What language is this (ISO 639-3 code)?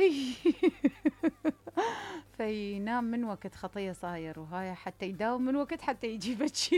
acm